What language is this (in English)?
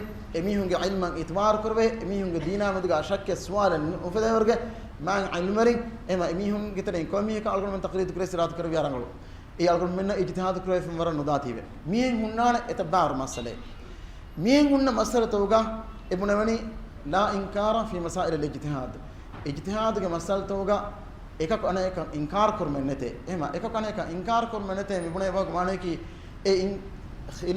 Divehi